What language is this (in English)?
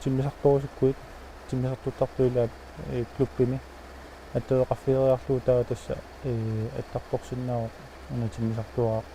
Kalaallisut